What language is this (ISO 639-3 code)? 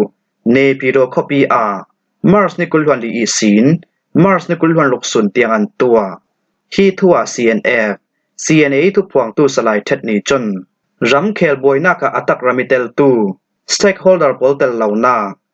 cfm